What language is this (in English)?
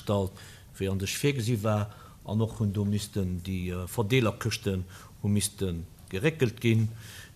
Luxembourgish